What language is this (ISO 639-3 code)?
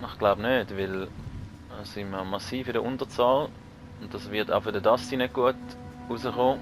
gsw